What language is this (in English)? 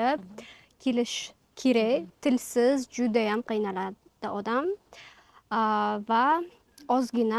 Uzbek